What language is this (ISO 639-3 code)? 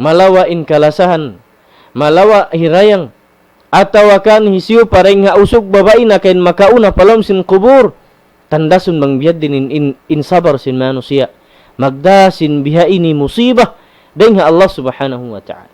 tsg